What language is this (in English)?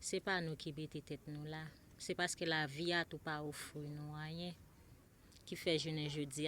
Haitian Creole